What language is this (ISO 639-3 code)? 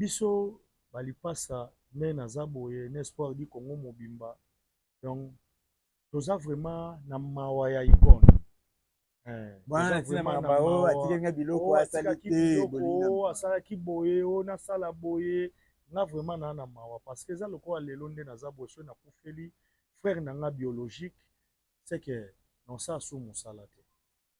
lin